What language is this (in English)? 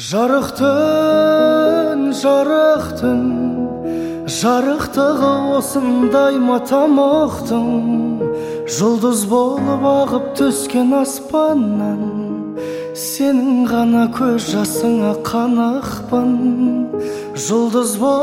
Kazakh